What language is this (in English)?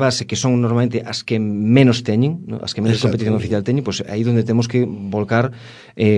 Galician